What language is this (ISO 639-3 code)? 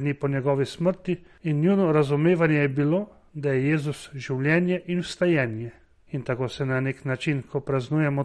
slv